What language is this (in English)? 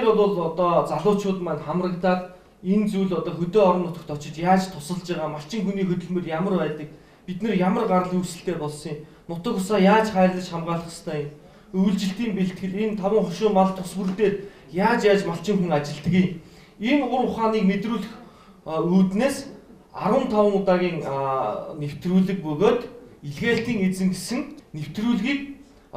Mongolian